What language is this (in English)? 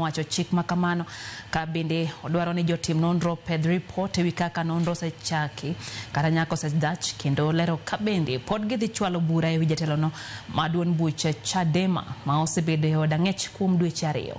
Luo (Kenya and Tanzania)